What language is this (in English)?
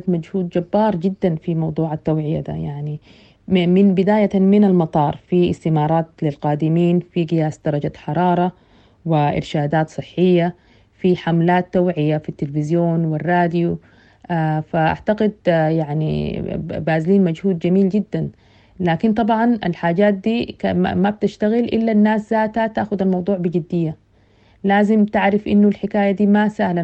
Sudanese Arabic